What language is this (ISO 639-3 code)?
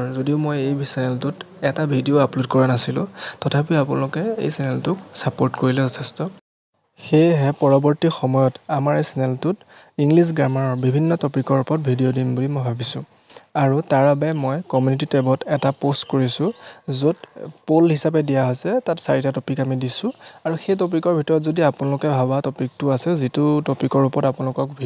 asm